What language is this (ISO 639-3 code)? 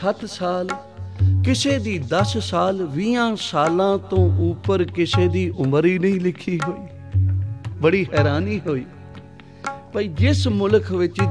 pan